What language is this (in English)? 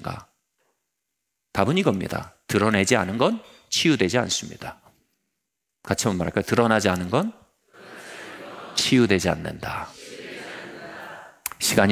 Korean